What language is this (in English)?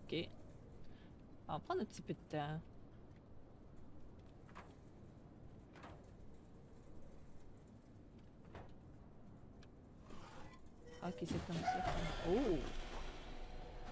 French